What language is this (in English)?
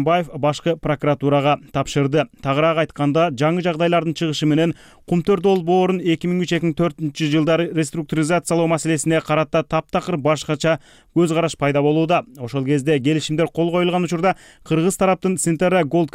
Kyrgyz